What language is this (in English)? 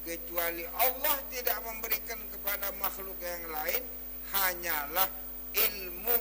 Sasak